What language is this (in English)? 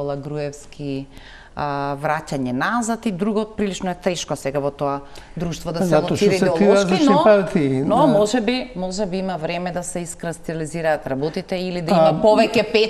Macedonian